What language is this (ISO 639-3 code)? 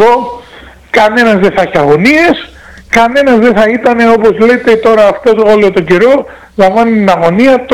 ell